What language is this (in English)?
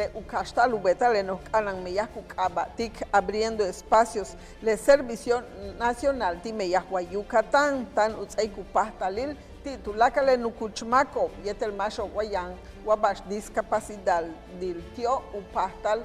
Yucateco